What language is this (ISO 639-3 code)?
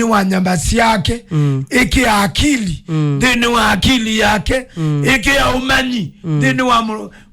kam